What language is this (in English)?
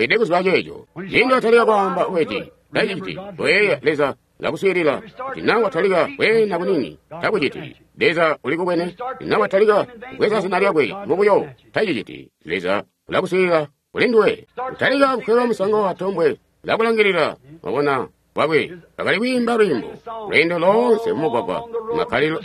Tonga (Zambia)